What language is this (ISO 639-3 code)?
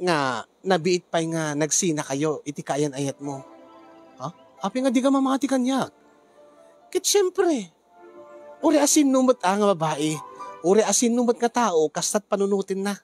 ilo